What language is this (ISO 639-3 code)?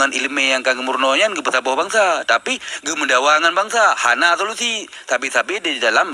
ace